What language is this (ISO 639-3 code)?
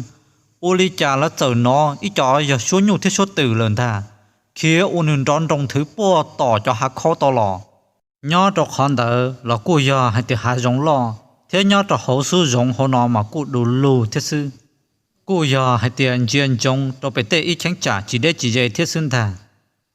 hmn